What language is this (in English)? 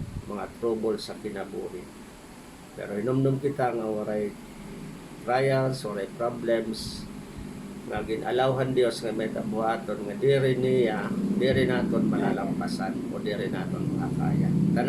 Waray